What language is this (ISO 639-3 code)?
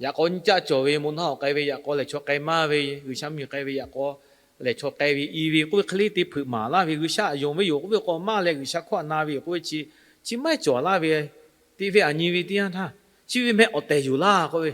lhu